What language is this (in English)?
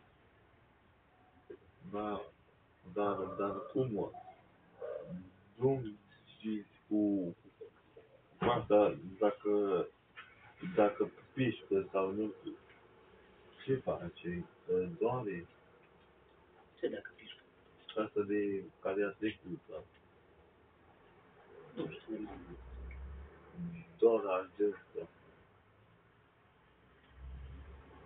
Romanian